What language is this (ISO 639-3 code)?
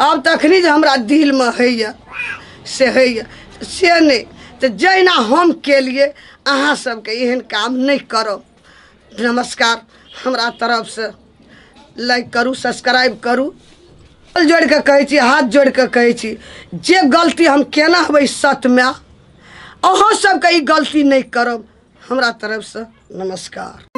mai